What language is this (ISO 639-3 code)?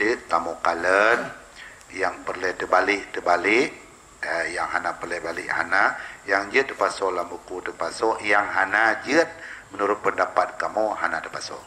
ace